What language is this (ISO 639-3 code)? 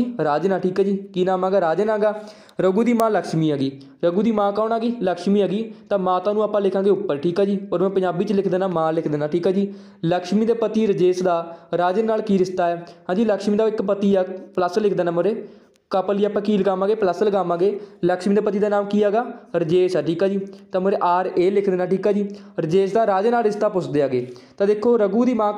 pan